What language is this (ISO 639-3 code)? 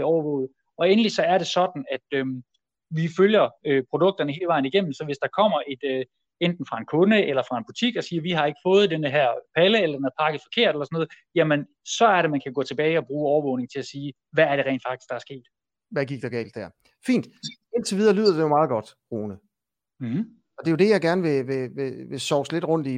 dan